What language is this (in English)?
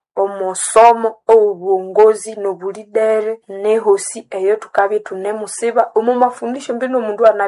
Nande